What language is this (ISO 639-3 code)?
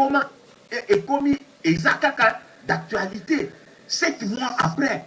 lin